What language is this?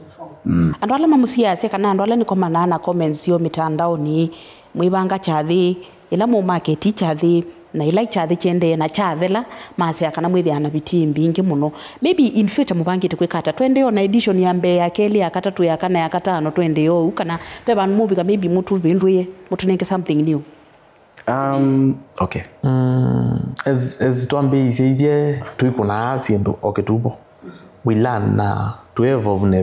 Kamba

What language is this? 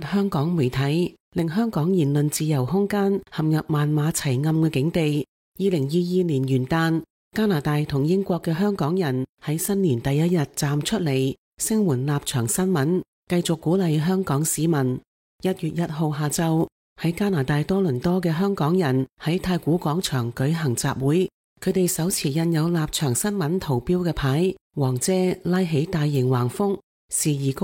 Cantonese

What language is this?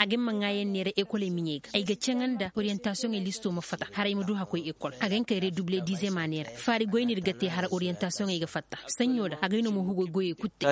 Zarma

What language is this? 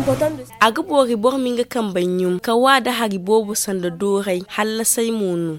Zarma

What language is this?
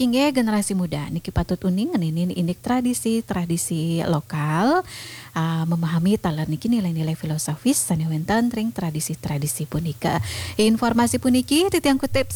Balinese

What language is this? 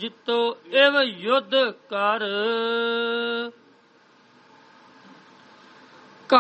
Punjabi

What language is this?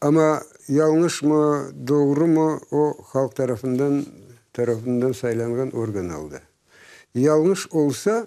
Crimean Tatar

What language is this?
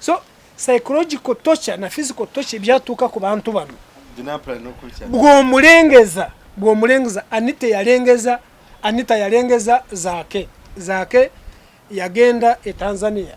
Ganda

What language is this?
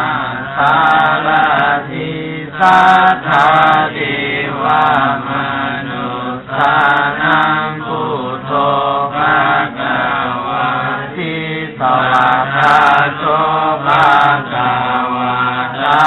Pali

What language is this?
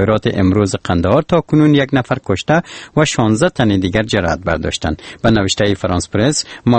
Persian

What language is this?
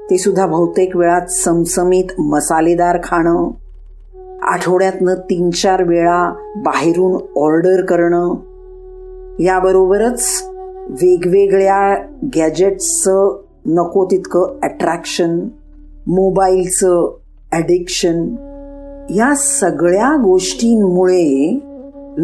Marathi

